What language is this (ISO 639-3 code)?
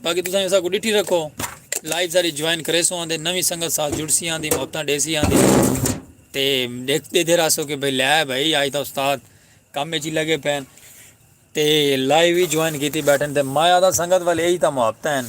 skr